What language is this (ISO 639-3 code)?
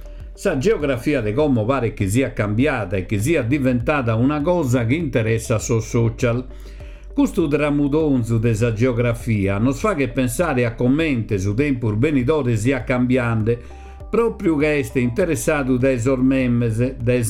srd